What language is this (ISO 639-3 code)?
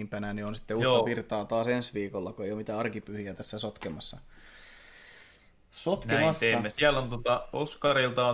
fin